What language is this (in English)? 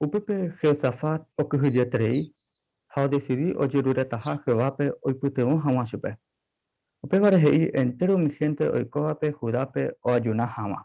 Guarani